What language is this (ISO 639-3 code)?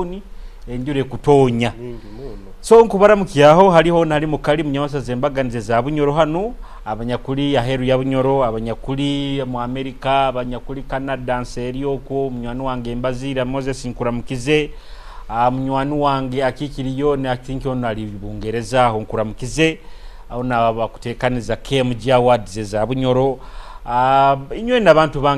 nyo